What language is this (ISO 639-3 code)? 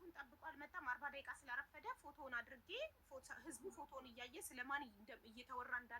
amh